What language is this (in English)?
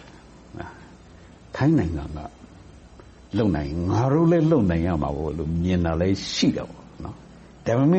Burmese